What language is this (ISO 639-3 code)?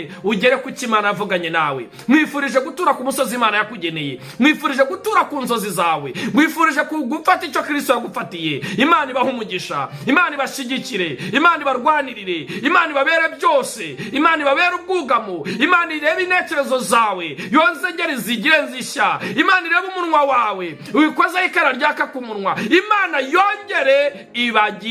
kin